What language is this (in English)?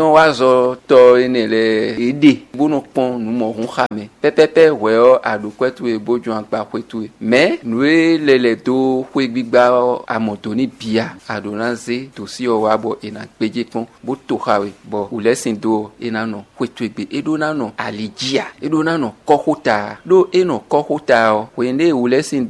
Fon